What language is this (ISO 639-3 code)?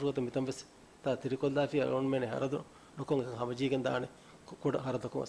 div